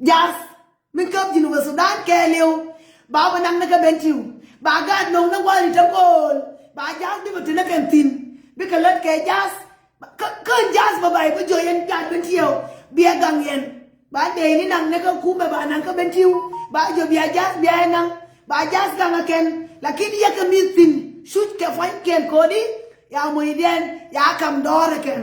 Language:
Nuer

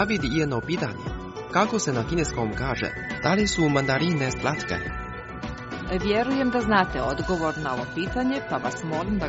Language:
Croatian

